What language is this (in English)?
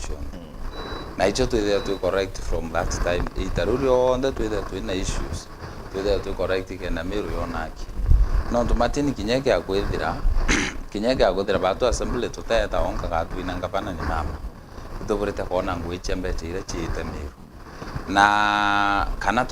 Meru